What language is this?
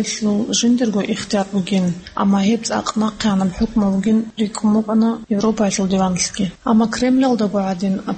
Avaric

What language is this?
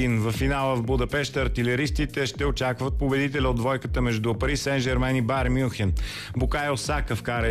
Bulgarian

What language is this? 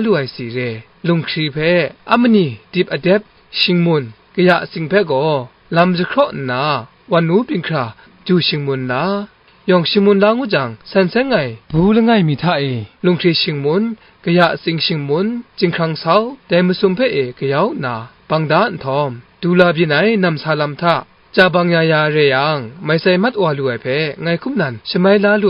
Kachin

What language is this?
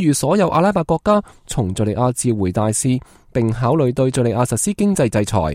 Cantonese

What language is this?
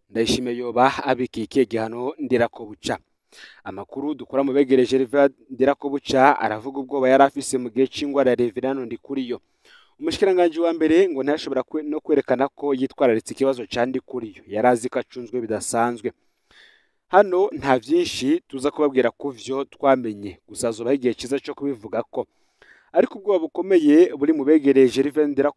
Rundi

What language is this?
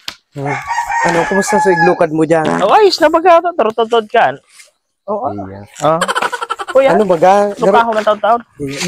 Bikol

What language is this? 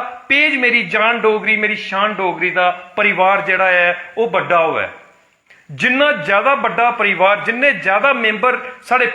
Dogri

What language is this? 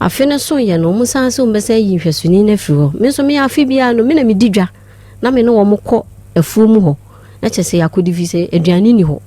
Akan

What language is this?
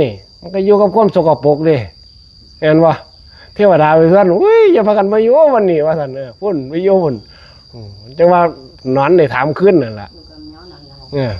Northeastern Thai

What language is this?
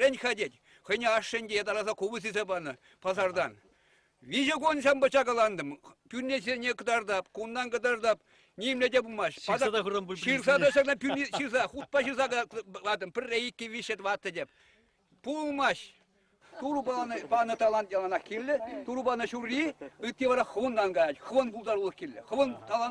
Chuvash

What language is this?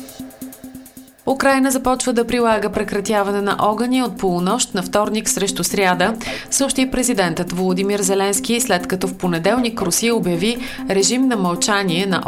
Bulgarian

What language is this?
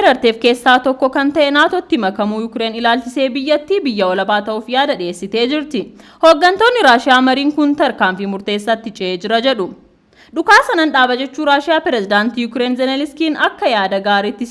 Oromo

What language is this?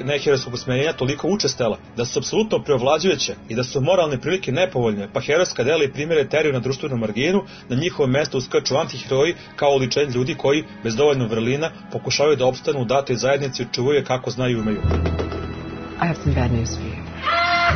Serbian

